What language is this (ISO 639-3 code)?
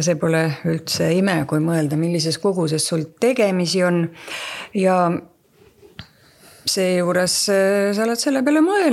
est